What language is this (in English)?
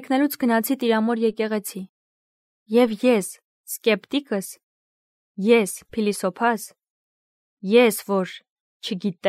Armenian